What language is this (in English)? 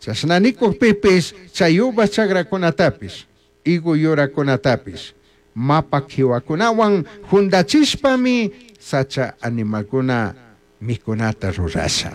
Chimborazo Highland Quichua